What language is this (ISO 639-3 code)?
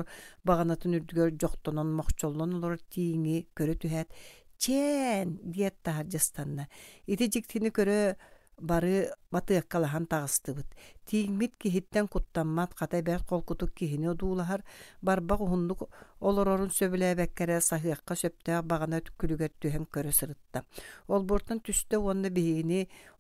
sah